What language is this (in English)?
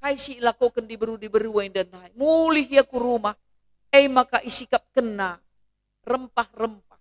Batak Karo